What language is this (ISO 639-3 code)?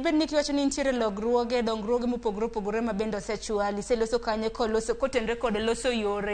luo